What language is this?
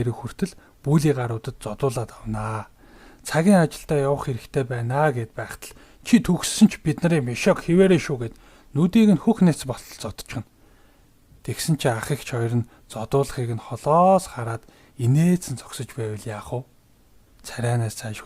Mongolian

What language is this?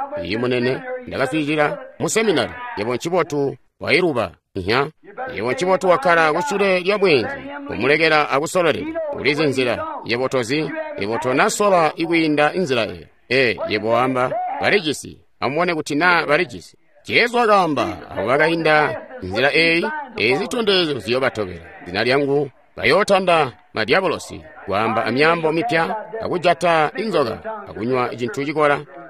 Tonga (Zambia)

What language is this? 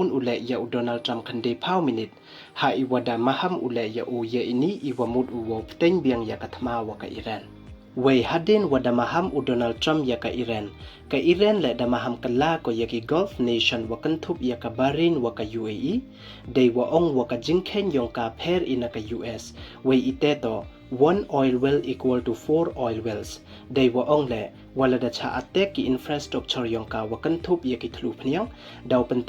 Pnar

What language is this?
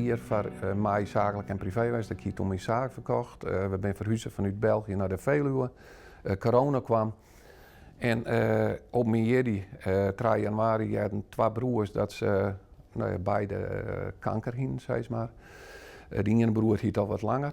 Western Frisian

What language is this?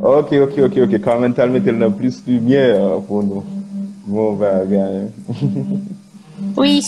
Haitian Creole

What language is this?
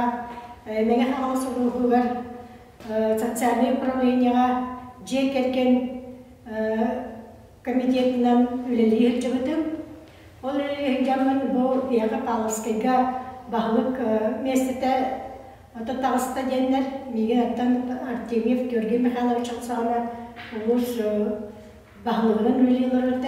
Yakut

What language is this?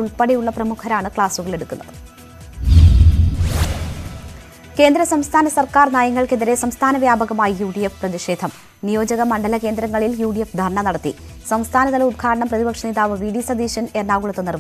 Malayalam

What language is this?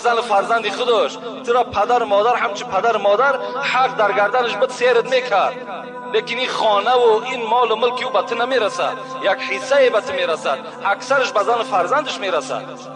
Tajik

